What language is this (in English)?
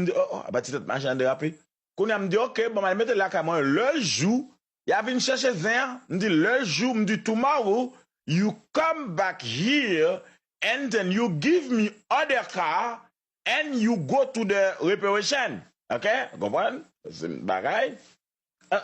Haitian Creole